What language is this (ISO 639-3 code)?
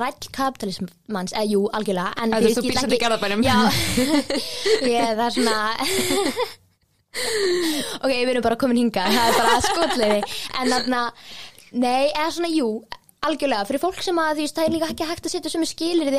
isl